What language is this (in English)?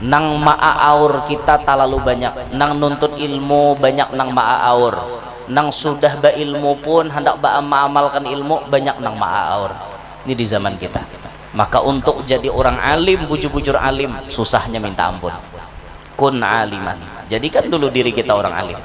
Banjar